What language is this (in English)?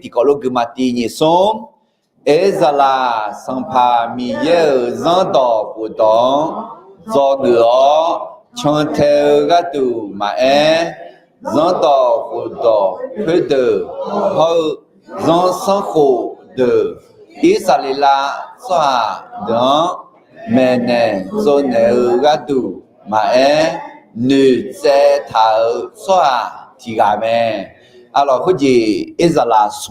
Akha